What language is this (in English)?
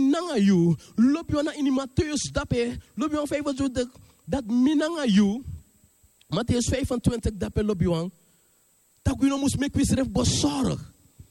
Sranan Tongo